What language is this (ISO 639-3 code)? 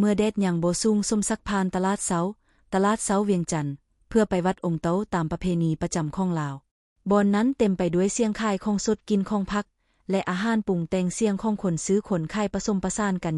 lao